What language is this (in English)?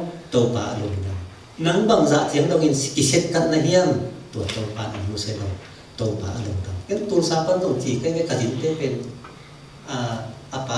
Tedim Chin